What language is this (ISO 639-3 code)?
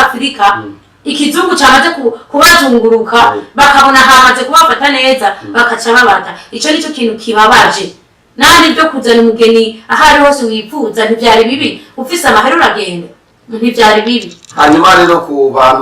run